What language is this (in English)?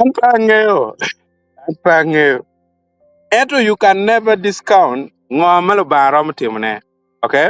Acoli